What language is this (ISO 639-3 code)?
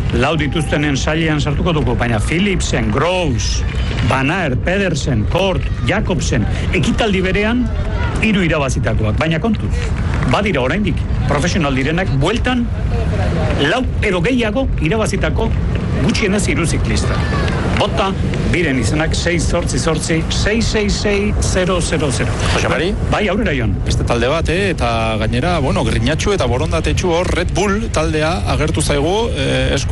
eus